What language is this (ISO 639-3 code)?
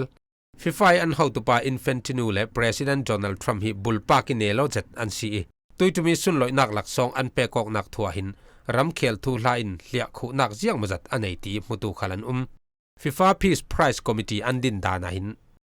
cfm